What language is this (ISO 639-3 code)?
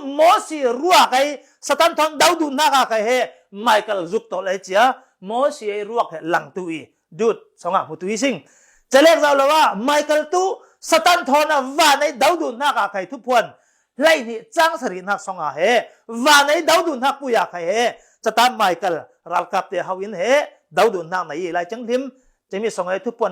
cfm